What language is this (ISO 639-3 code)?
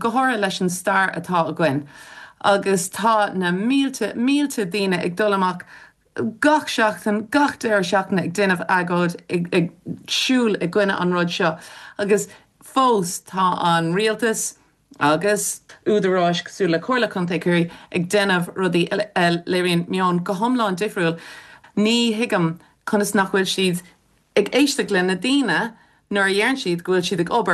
gle